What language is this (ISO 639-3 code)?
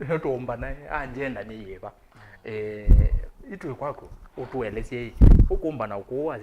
kam